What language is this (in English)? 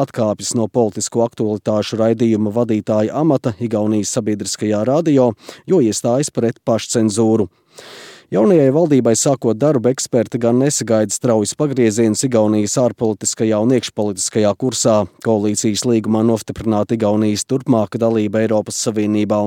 Latvian